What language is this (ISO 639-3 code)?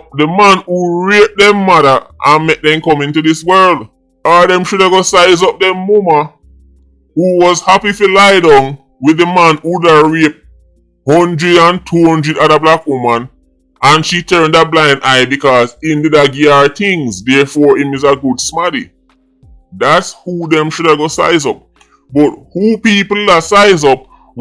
jam